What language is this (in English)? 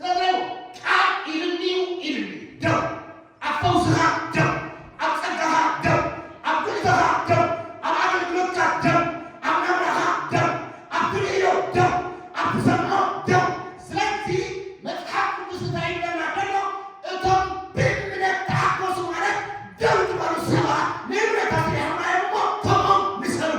Tigrinya